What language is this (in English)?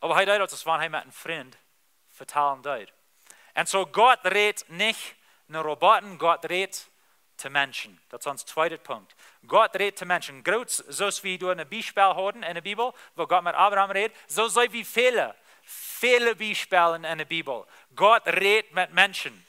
Plautdietsch